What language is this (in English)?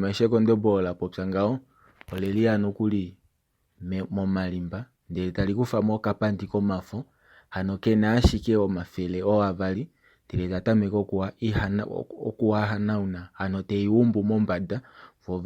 Kuanyama